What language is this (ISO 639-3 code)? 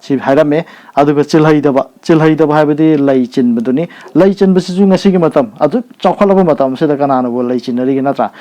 mni